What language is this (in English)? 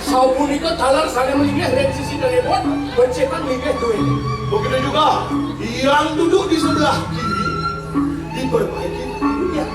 Balinese